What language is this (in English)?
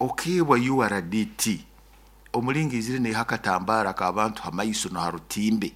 Nyoro